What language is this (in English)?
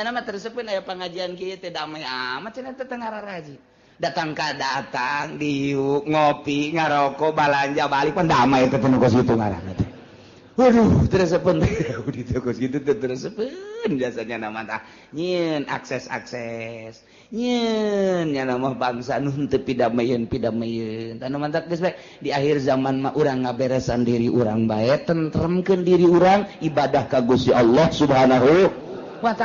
Sundanese